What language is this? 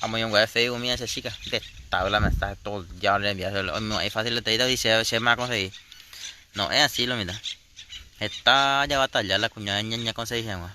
Guarani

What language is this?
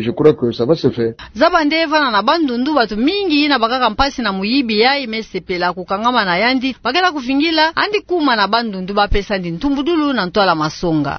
Kituba (Democratic Republic of Congo)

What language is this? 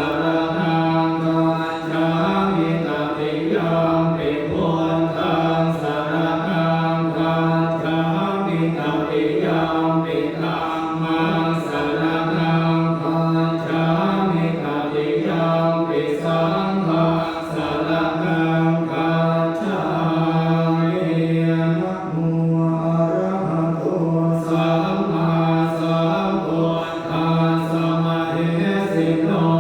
Pali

